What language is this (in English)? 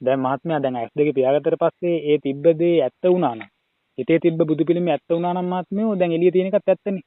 Sinhala